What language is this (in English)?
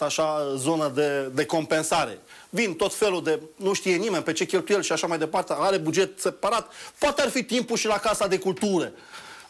Romanian